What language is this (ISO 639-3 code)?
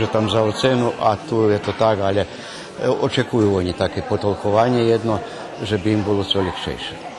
rue